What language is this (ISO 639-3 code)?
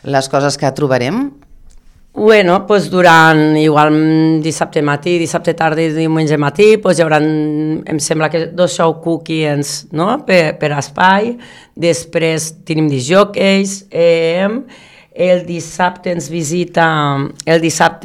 cat